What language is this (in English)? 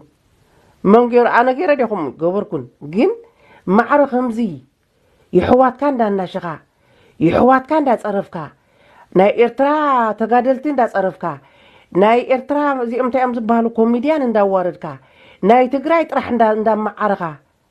Tigrinya